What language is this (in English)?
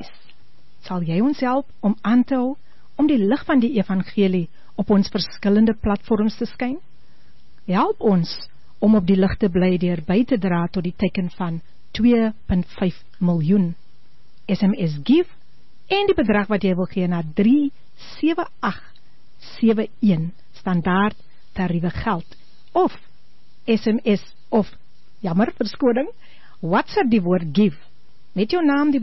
Afrikaans